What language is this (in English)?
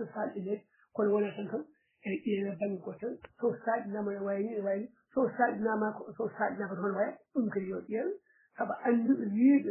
Fula